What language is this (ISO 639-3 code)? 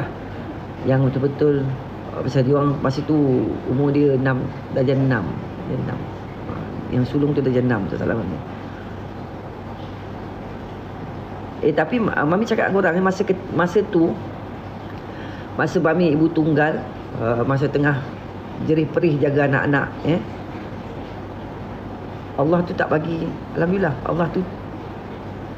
msa